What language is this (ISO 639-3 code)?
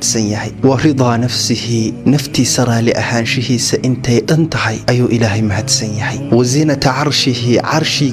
som